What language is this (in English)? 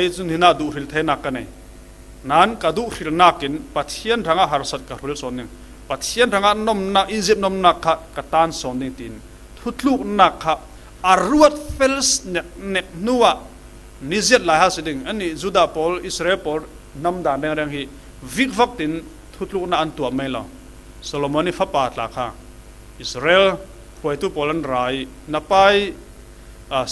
Falam Chin